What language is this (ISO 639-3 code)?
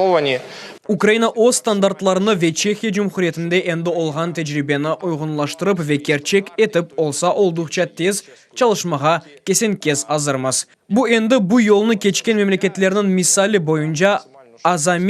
crh